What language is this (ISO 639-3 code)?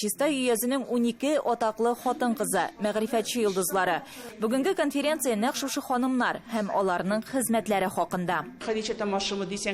tat